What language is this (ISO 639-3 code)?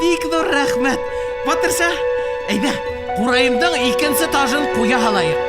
bak